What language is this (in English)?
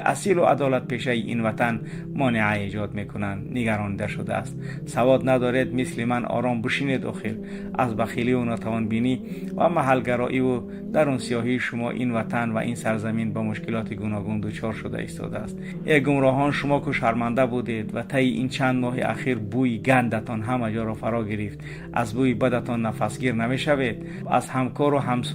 Tajik